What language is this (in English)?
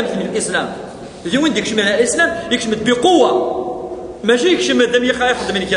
Kabyle